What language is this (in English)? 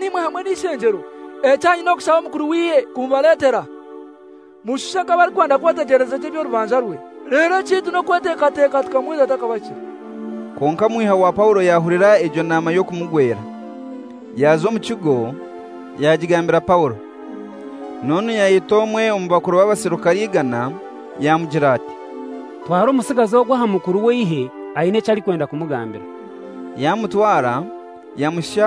Kinyarwanda